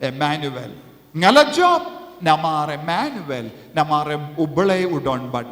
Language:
Khasi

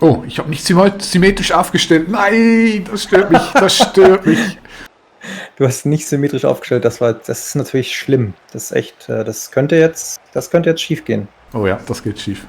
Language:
Swiss German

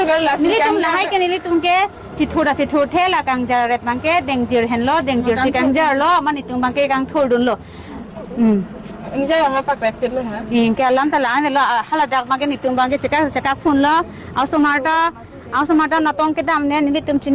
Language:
Karbi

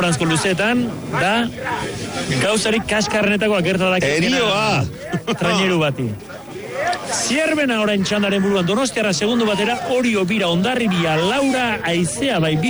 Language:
Basque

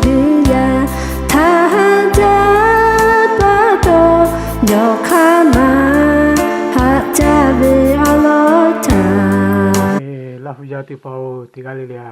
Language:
Lahu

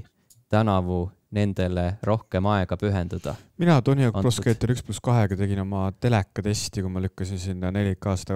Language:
Estonian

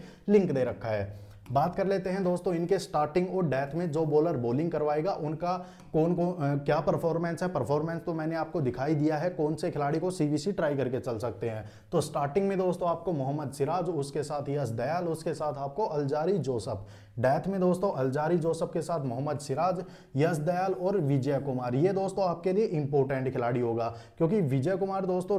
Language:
Hindi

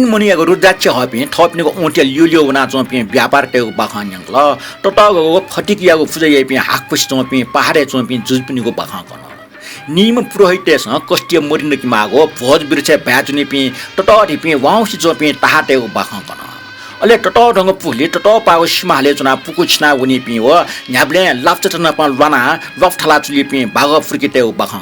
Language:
Newari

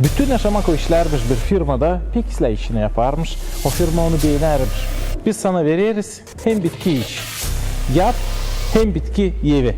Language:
Gagauz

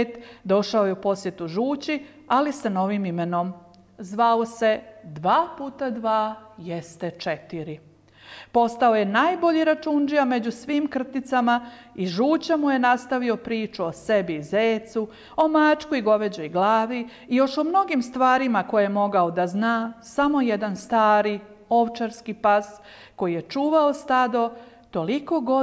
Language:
Serbian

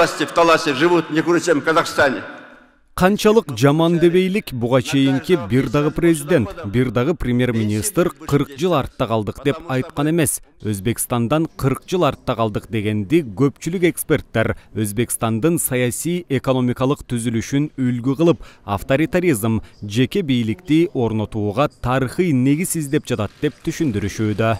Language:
Kyrgyz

